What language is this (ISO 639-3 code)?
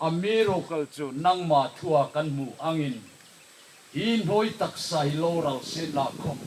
hmr